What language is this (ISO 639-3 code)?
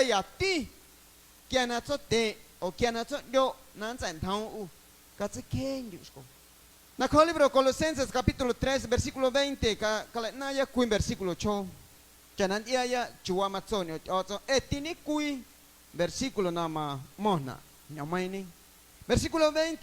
amu